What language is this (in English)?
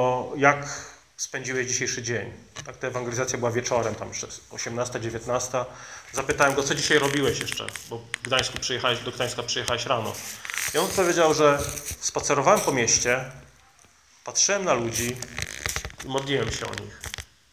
Polish